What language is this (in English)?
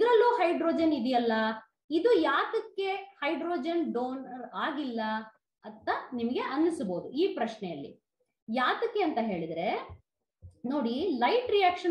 Kannada